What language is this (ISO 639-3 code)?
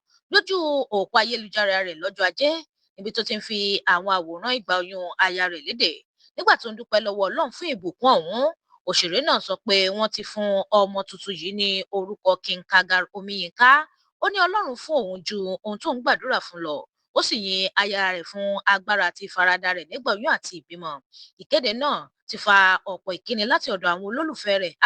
yor